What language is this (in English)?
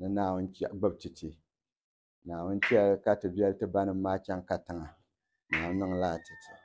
Dagbani